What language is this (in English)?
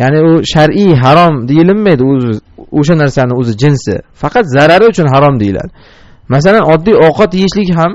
Uzbek